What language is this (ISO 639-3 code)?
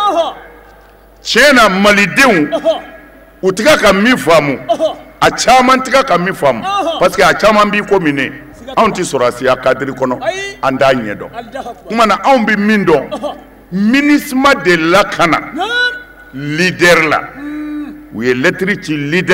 bam